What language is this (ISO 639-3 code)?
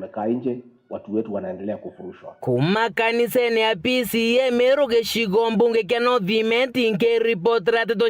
mer